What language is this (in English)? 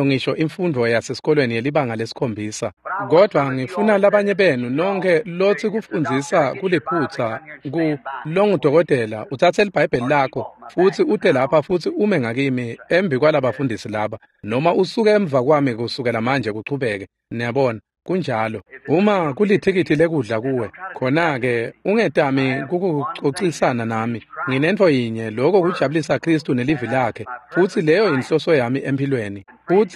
Swati